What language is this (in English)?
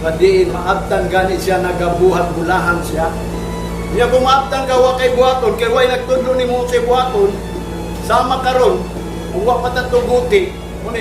Cebuano